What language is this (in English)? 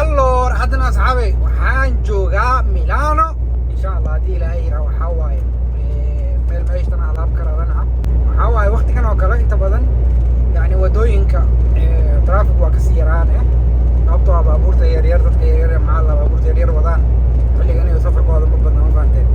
Somali